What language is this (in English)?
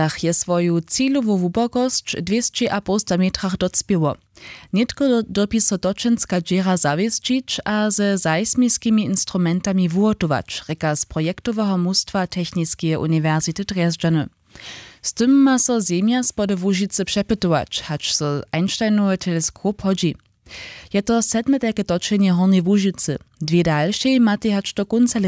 Upper Sorbian